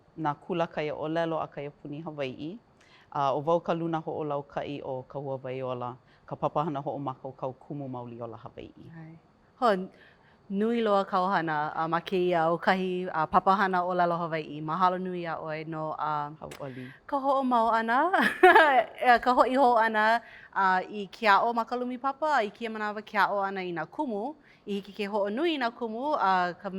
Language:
Hawaiian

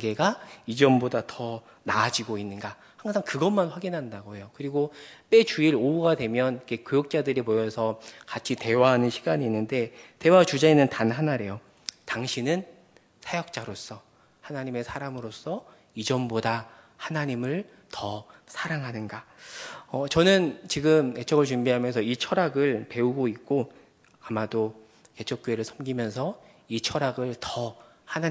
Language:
Korean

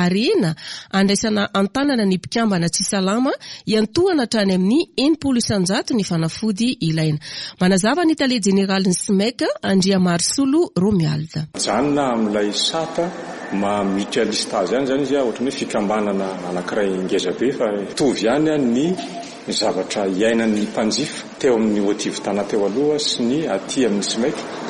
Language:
Malagasy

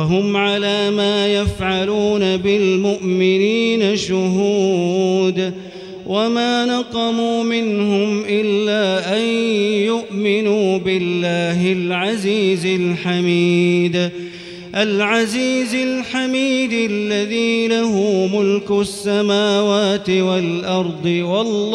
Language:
Arabic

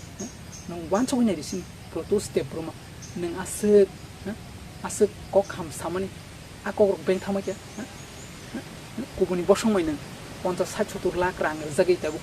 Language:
Kok Borok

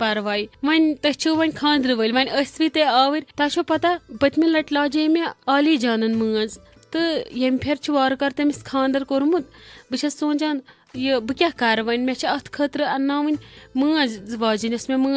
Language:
Kashmiri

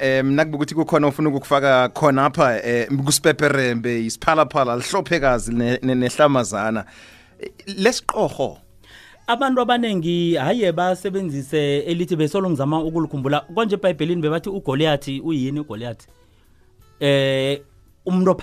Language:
South Ndebele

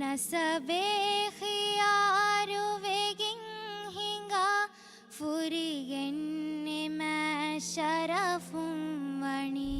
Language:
Divehi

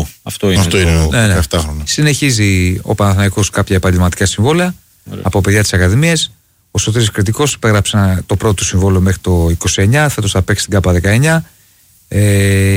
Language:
Greek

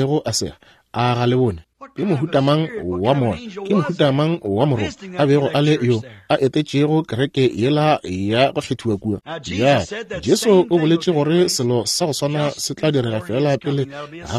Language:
Northern Sotho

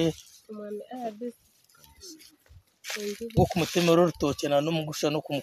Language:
Nyankole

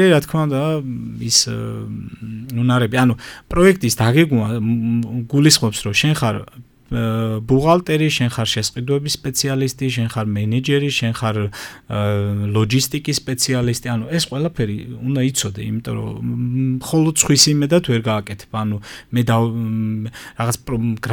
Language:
Georgian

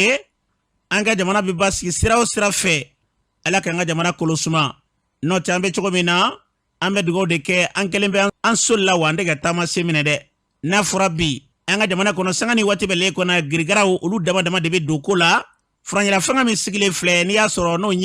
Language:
Bambara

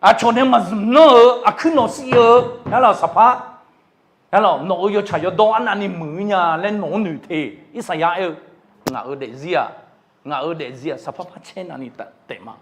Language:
Akha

